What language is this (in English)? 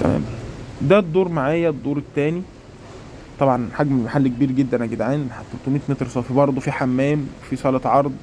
Egyptian Arabic